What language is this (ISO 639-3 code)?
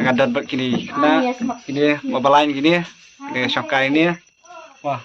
kha